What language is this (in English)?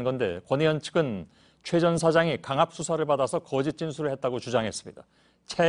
Korean